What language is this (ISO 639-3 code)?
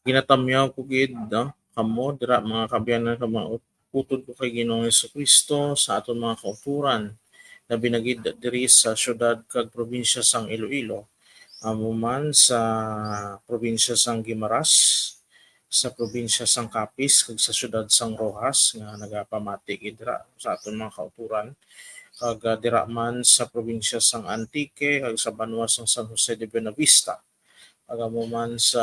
hil